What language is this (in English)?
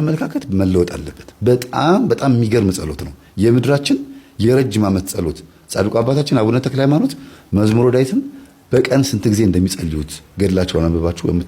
Amharic